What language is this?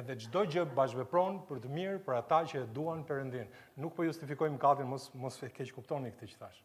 Albanian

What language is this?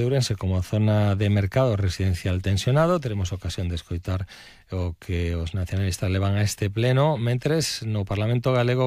Galician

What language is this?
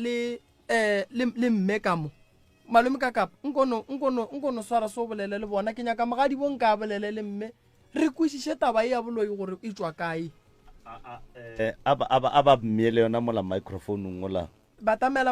Northern Sotho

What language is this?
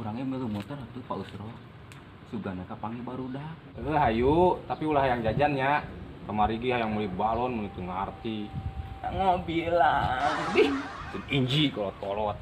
Sundanese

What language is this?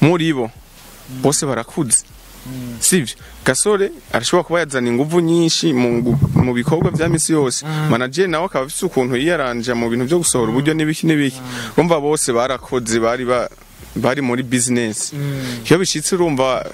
Rundi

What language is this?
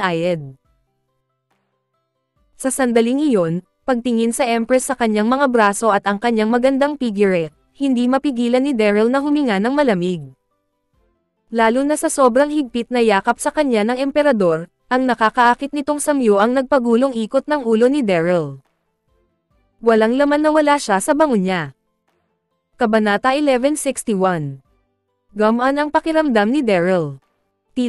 Filipino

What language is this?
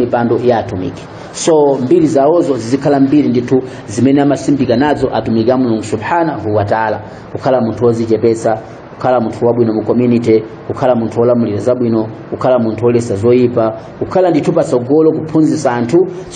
Nyanja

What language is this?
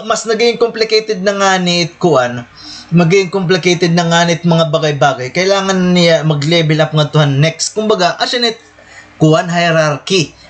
Waray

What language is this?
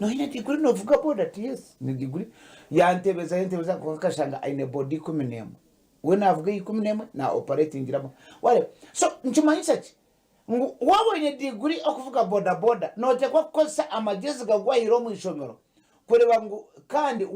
Nyankole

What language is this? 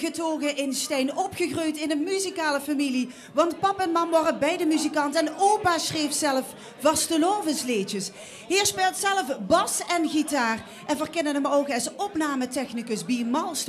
Limburgish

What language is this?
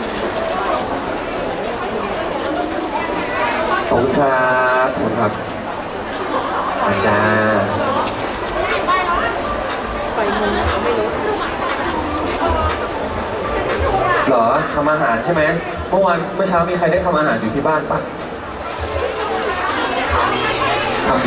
Thai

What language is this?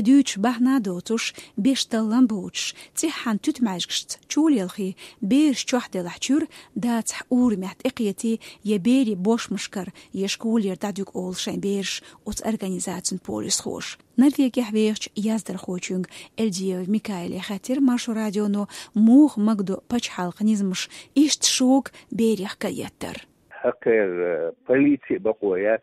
Chechen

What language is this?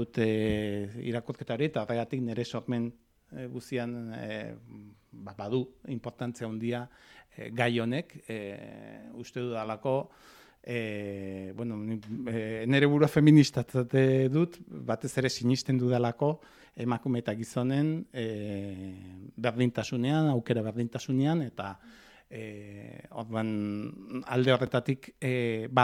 Basque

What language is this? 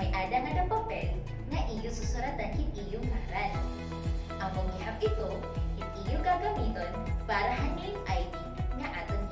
Waray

